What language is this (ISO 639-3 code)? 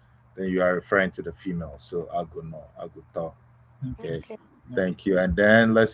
ewe